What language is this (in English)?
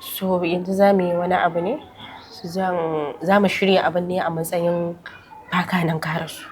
Hausa